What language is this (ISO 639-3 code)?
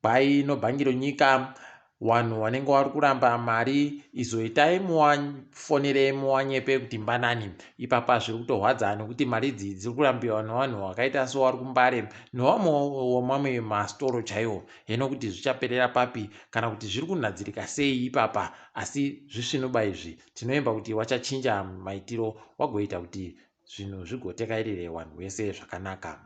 ndc